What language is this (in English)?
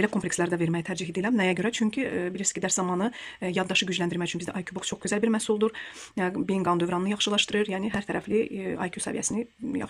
Azerbaijani